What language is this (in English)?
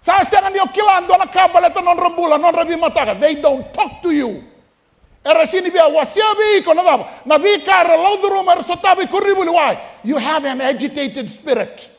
Fijian